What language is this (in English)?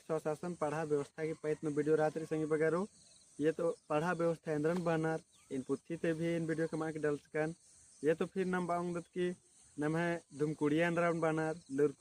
Kurukh